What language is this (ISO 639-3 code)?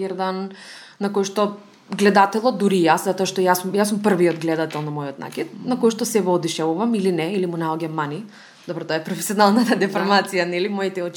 mkd